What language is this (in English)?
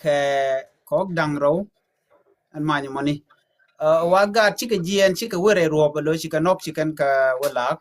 Nuer